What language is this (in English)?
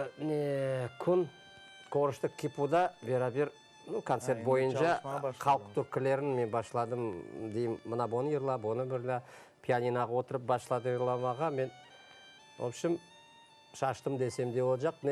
Crimean Tatar